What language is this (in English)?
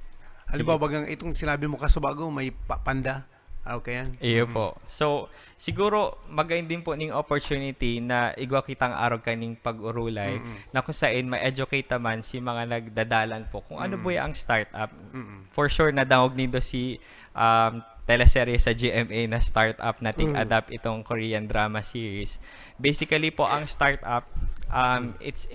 Bikol